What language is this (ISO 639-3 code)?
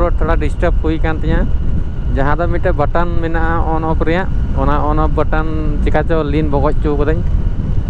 sat